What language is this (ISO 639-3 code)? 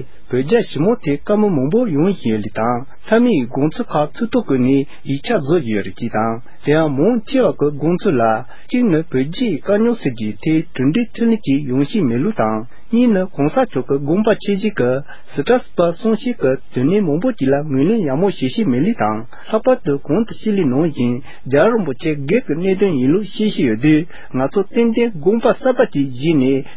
bod